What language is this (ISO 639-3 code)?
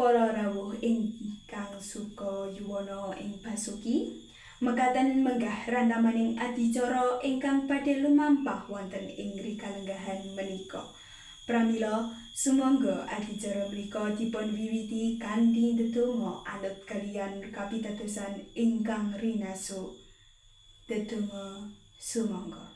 jav